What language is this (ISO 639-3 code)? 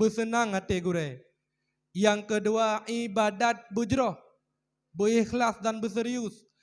ace